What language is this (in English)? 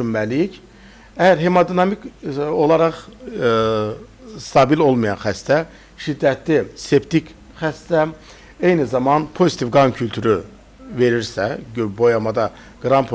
Azerbaijani